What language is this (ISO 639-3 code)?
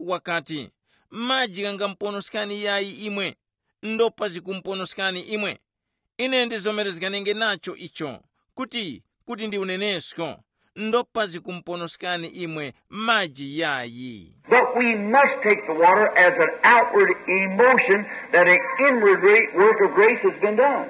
tum